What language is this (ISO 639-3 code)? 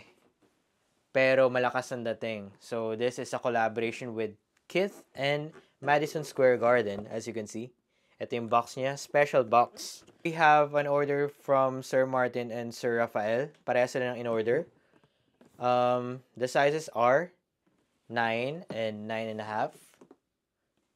fil